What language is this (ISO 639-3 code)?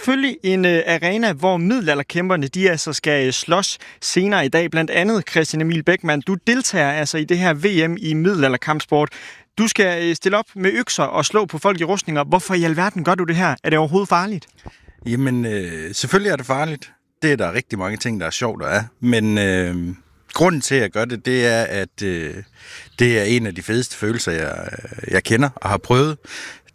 dan